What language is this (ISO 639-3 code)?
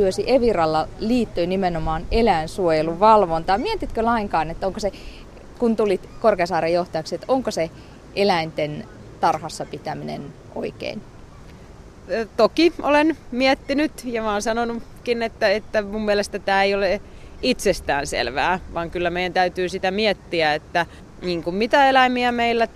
fin